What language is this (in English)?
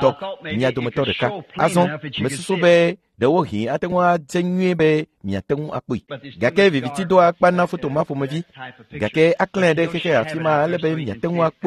Ewe